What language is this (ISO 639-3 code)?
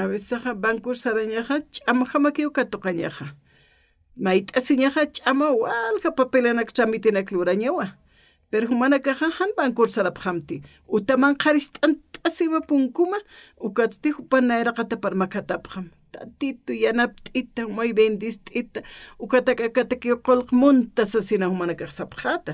aym